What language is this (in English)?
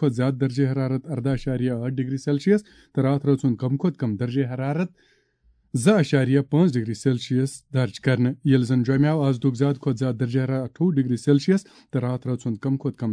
Kashmiri